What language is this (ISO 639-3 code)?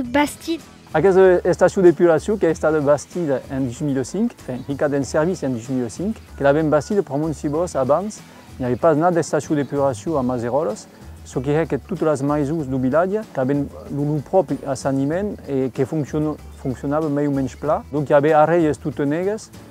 oci